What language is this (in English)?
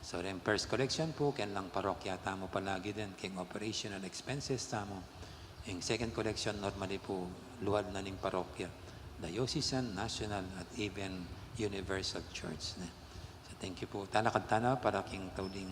Pampanga